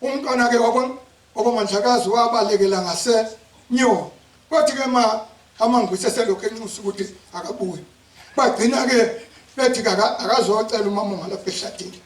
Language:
Zulu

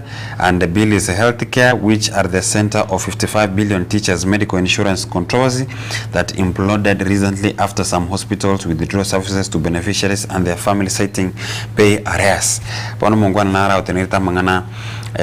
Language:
Gusii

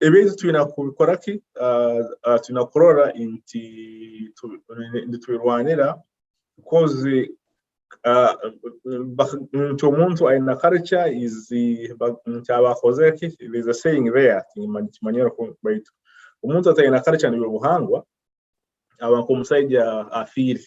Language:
Nyoro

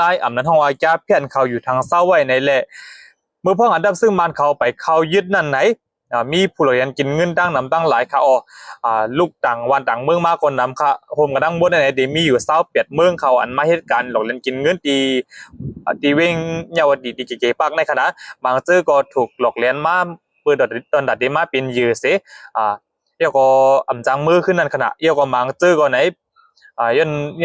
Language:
Shan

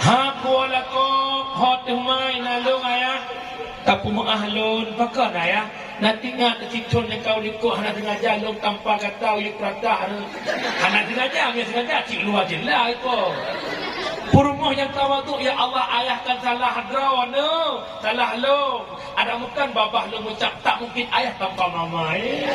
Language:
Achinese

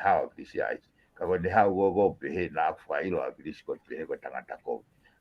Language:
Tongan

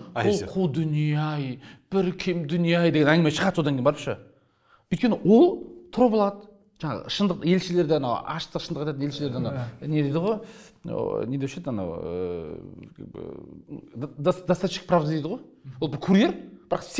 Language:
Kazakh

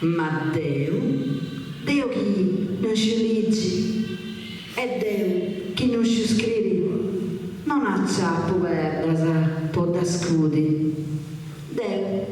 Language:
Sardinian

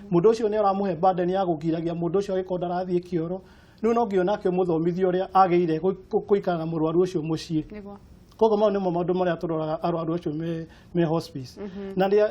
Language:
Kikuyu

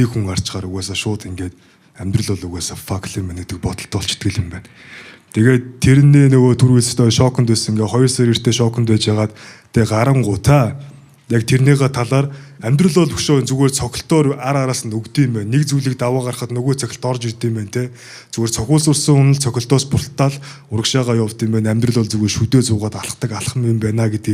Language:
Mongolian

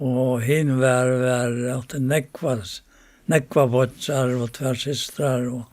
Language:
Faroese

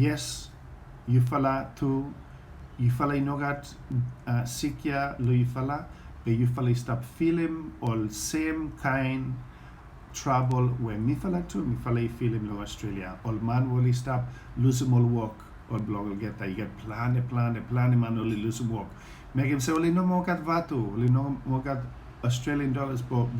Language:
Bislama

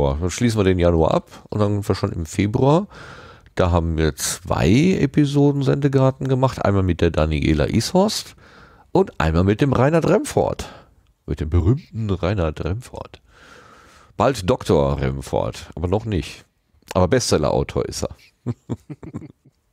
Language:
German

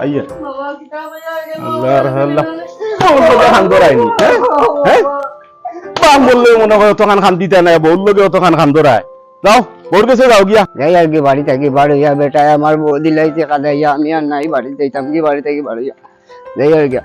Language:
Sylheti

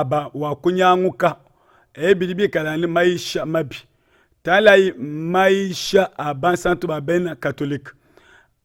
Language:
Luba-Lulua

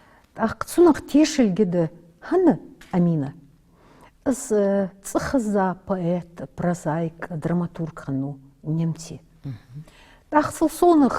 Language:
Ingush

